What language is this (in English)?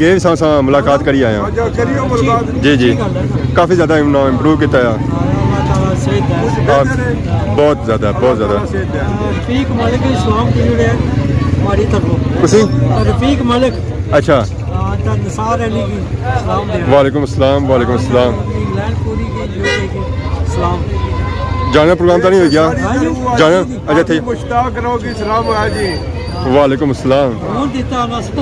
Pahari-Potwari